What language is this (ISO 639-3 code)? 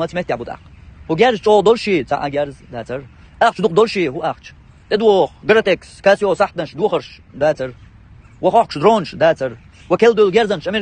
che